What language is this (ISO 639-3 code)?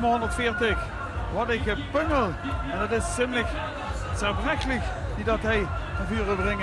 lim